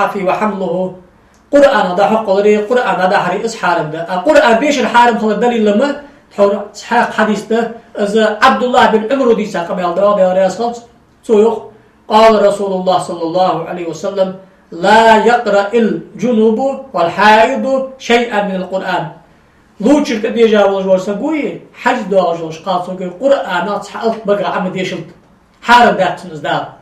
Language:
Ingush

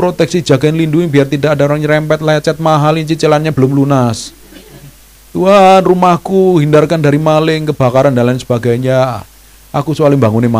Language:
Indonesian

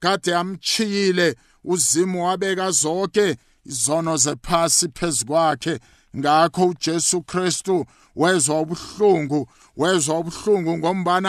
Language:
South Ndebele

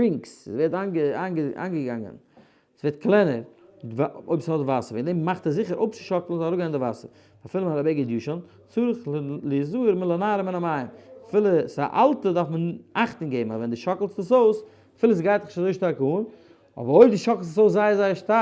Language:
Yiddish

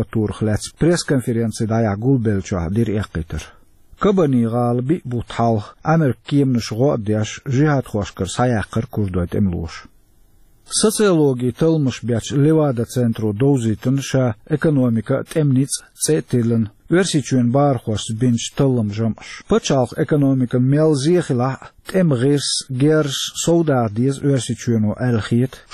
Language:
Chechen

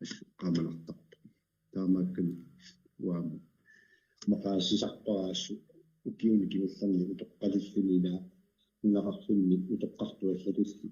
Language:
Kalaallisut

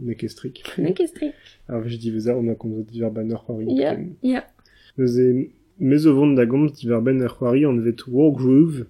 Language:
Breton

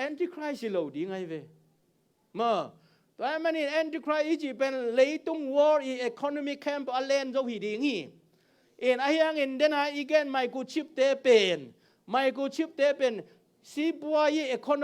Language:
Tedim Chin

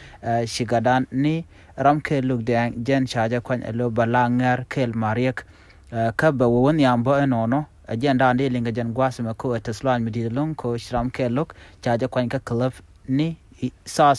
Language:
Nuer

